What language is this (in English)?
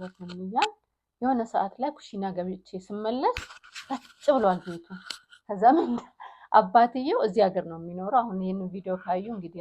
Amharic